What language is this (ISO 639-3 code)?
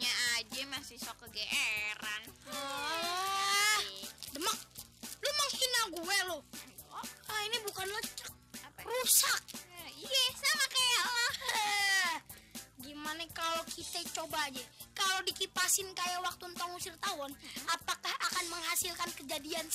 bew